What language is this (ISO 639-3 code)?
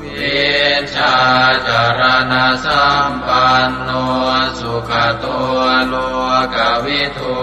pli